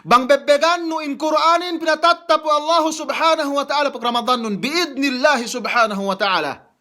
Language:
Yakan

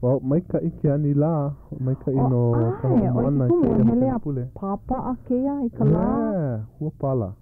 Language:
Hawaiian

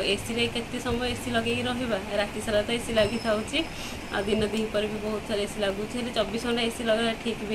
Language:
Odia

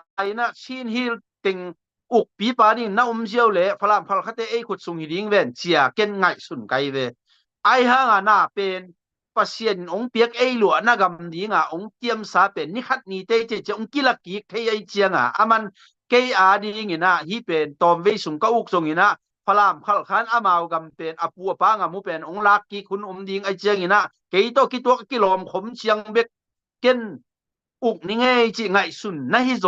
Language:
Tedim Chin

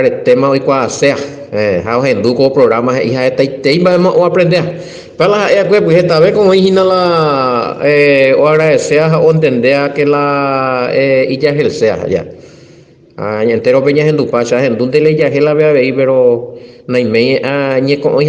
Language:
Guarani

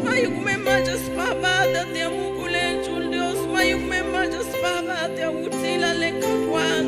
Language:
Tzeltal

